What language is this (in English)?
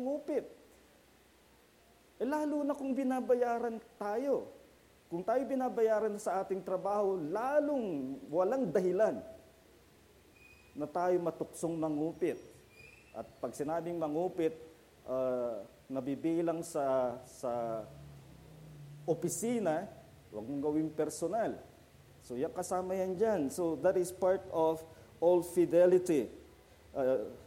Filipino